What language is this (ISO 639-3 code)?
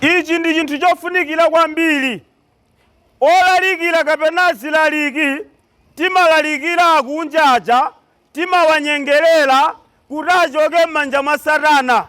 nya